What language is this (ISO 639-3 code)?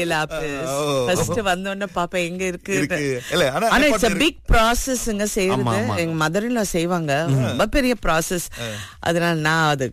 tam